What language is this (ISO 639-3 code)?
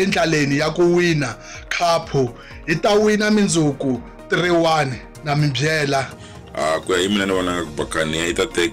tso